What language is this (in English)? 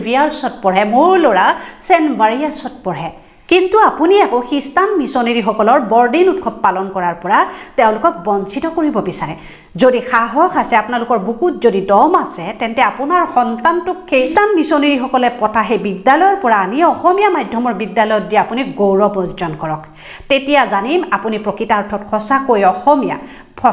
Assamese